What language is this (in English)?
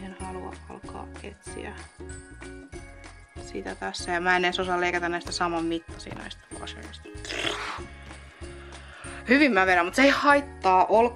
Finnish